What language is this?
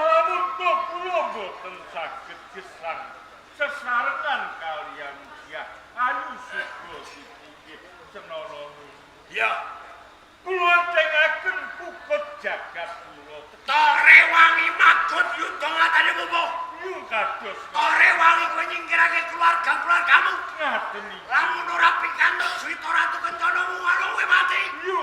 Javanese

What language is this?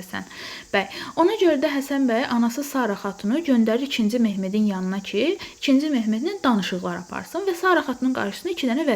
Azerbaijani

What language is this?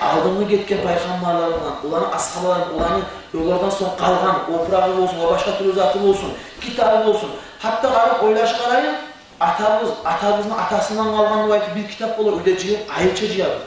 Kumyk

